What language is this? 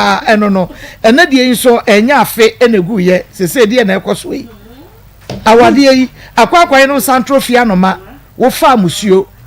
Akan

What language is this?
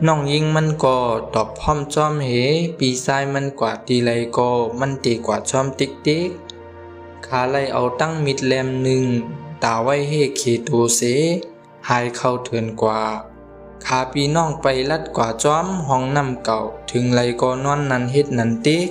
Shan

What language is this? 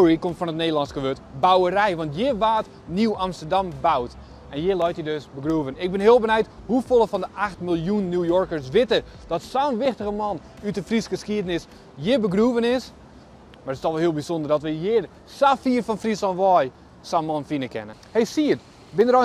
Western Frisian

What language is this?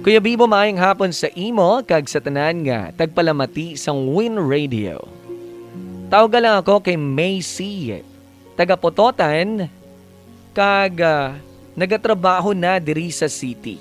Hiligaynon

